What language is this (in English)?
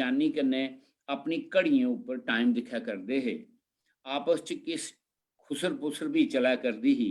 Dogri